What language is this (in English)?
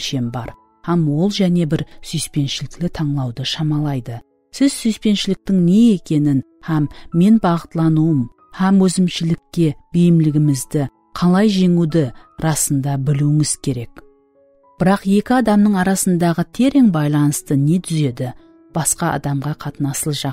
Kara-Kalpak